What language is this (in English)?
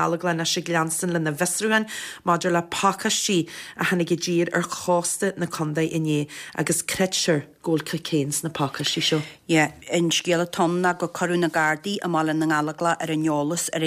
Irish